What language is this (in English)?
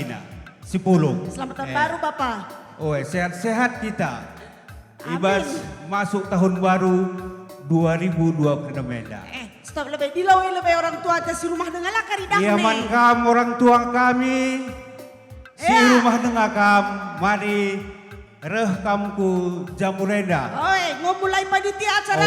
Batak Karo